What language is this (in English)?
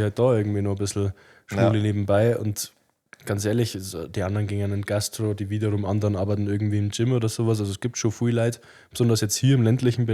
Bavarian